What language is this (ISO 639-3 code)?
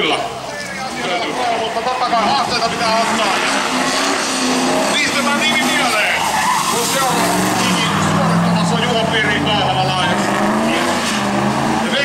fin